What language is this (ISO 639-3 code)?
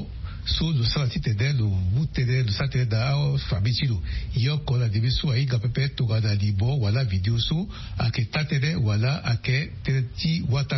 sag